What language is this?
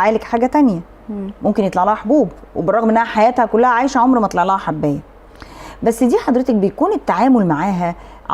Egyptian Arabic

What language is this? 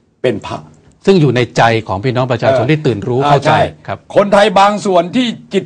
Thai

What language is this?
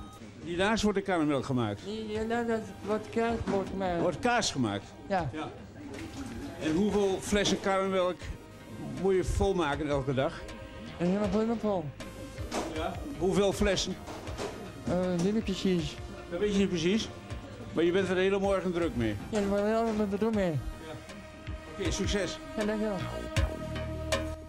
Dutch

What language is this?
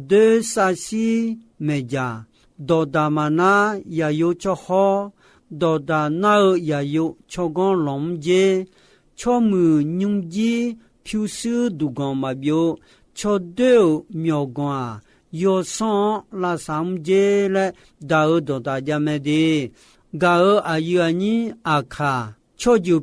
Akha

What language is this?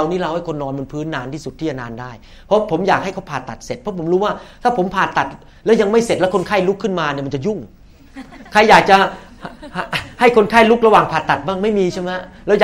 Thai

